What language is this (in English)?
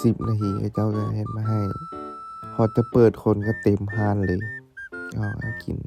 Lao